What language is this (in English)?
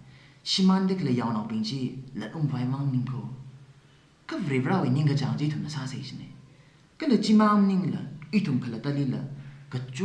Tangkhul Naga (India)